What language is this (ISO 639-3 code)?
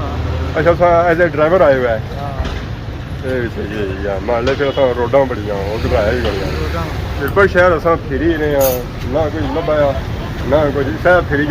phr